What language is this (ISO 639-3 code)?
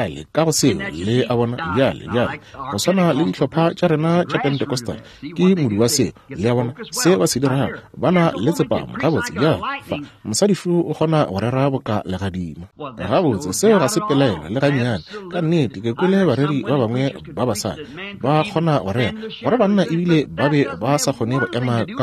nso